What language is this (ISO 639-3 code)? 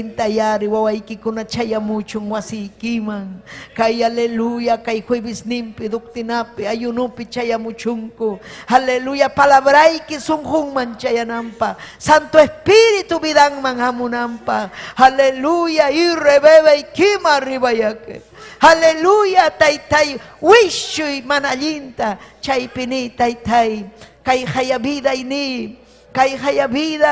quy